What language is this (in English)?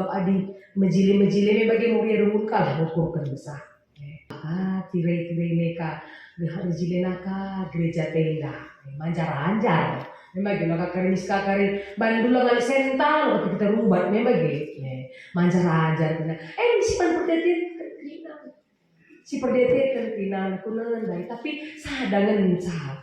Batak Karo